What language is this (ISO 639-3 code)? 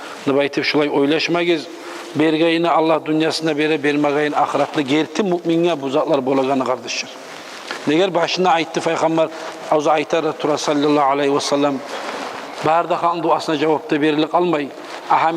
kum